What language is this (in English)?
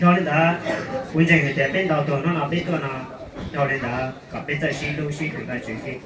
Hmong